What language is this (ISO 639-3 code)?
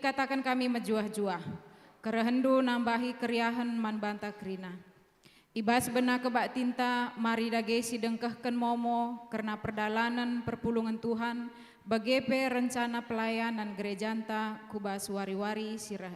btx